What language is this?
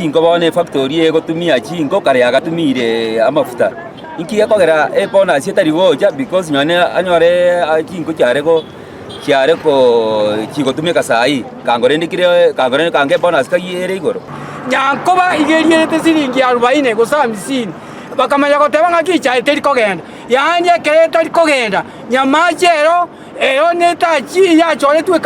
Gusii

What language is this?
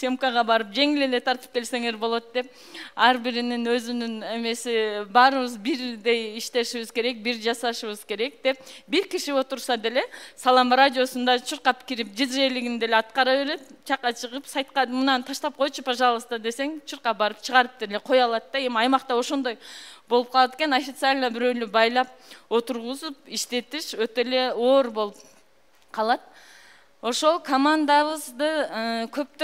Kyrgyz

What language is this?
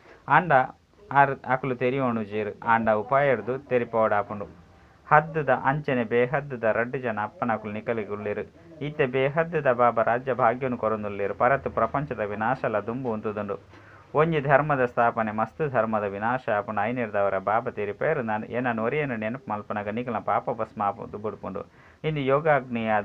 Tulu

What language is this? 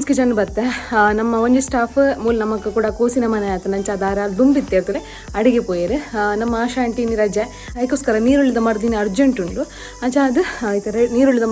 Tulu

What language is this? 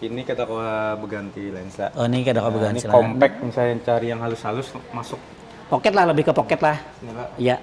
Banjar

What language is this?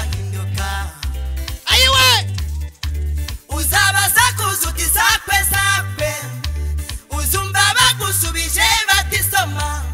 Kinyarwanda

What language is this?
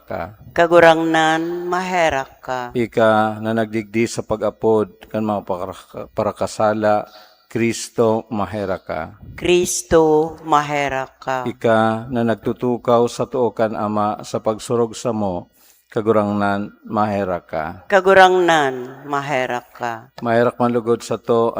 Bikol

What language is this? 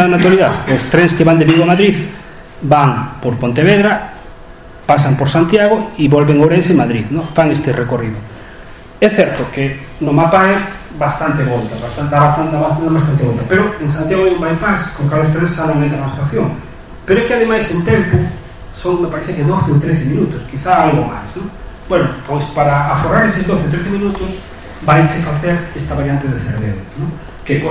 Galician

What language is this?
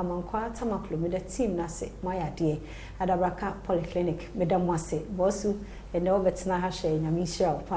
Akan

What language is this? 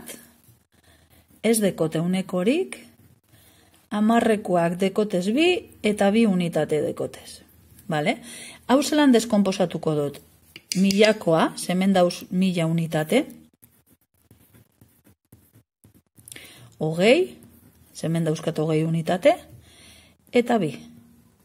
Basque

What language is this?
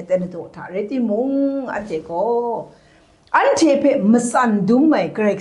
Kachin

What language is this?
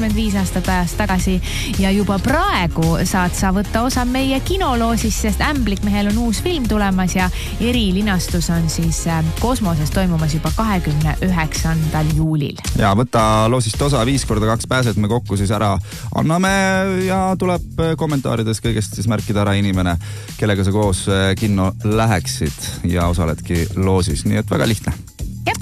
Estonian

